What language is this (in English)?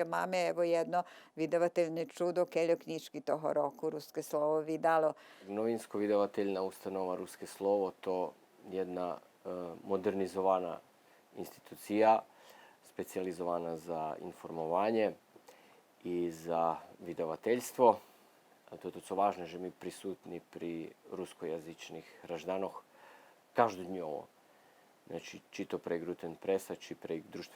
Rusyn